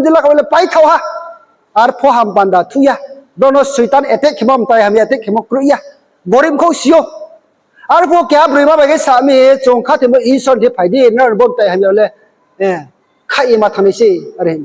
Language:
Riang (India)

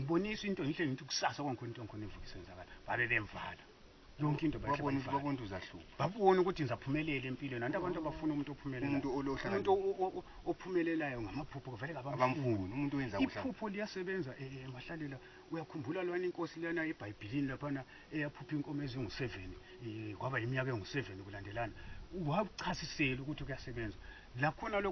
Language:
North Ndebele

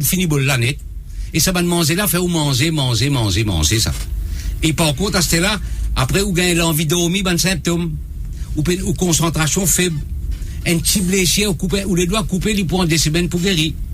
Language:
Morisyen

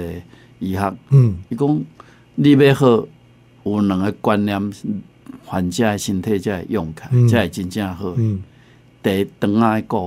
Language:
Min Nan Chinese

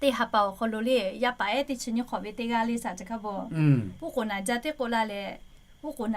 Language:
Lahu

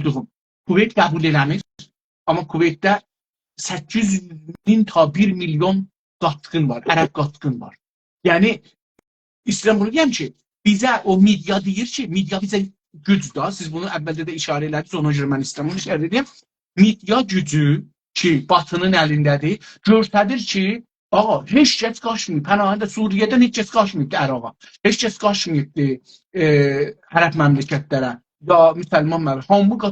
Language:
South Azerbaijani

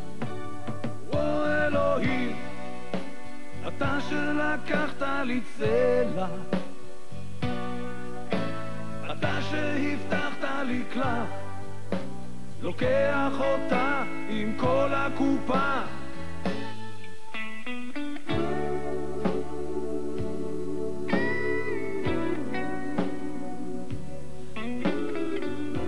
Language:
Hebrew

